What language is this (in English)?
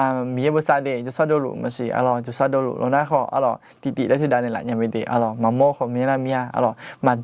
Akha